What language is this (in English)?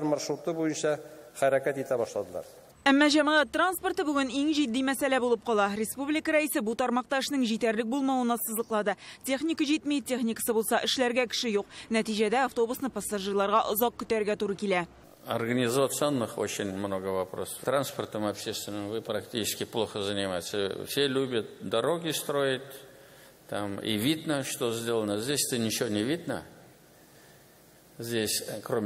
Tatar